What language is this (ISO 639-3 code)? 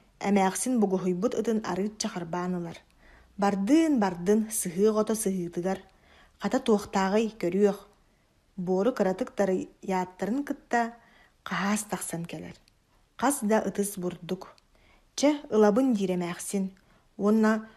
sah